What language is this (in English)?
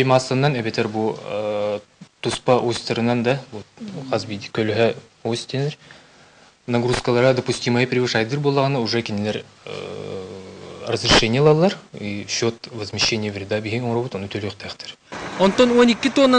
Yakut